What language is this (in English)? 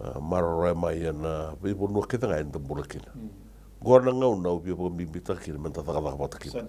Fijian